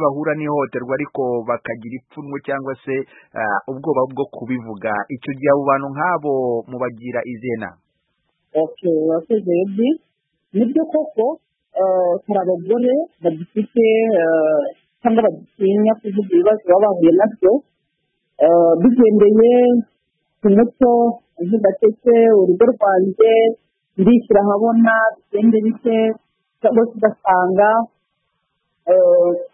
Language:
Kinyarwanda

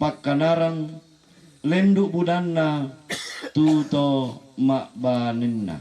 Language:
Toraja-Sa'dan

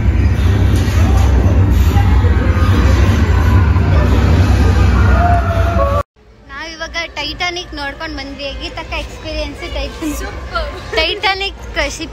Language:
Kannada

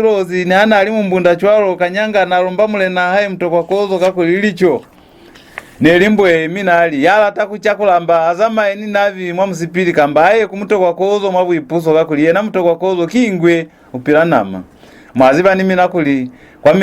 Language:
Lozi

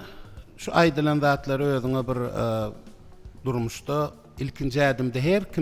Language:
Turkmen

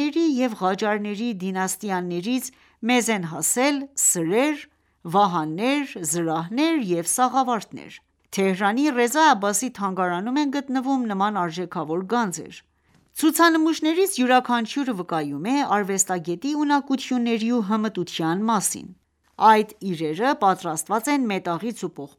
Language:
Armenian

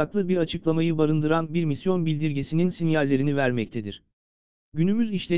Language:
Turkish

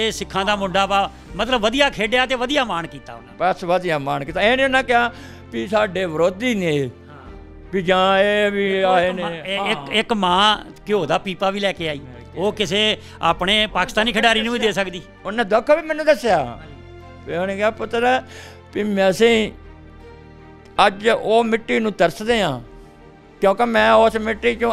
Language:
Punjabi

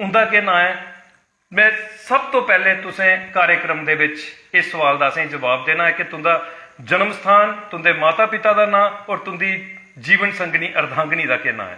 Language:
Dogri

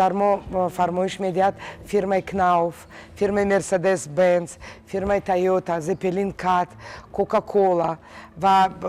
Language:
Tajik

